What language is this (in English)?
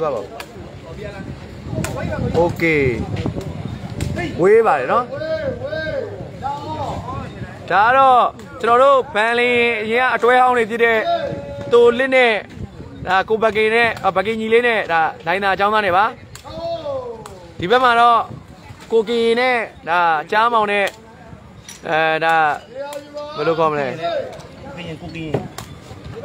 Burmese